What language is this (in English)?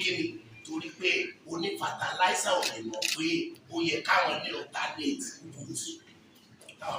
Yoruba